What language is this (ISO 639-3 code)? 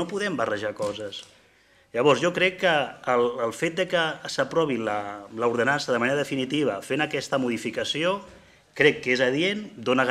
cat